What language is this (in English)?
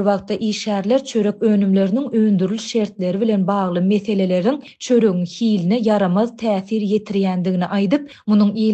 Turkmen